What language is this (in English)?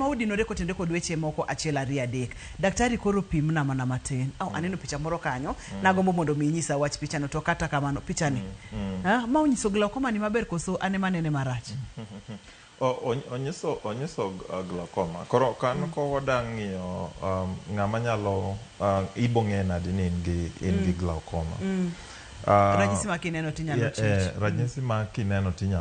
Luo (Kenya and Tanzania)